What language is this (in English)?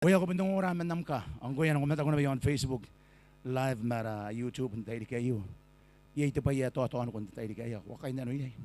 Gilbertese